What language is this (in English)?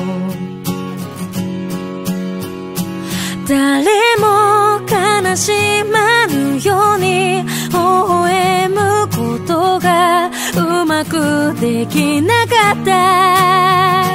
Japanese